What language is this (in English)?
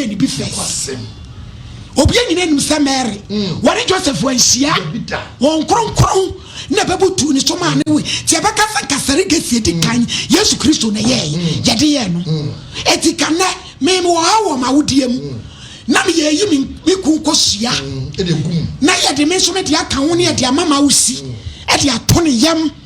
Akan